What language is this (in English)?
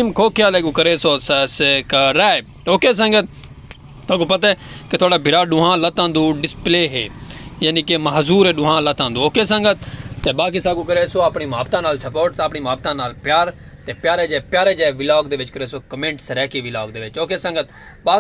Saraiki